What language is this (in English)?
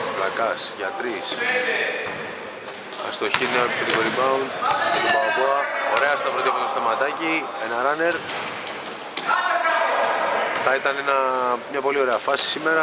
Greek